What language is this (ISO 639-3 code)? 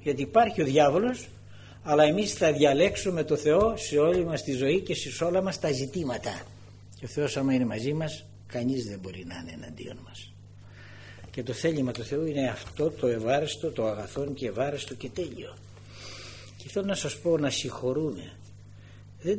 ell